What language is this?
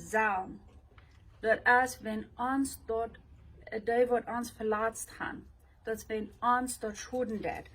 Plautdietsch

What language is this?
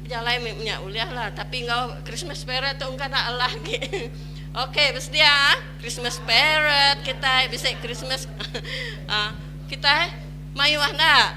Iban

